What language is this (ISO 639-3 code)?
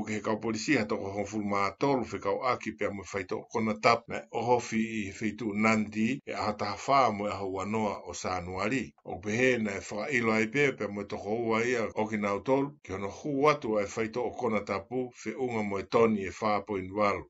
ton